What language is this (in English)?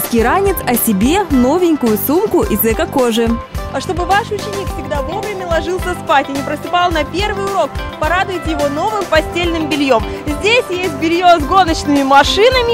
Russian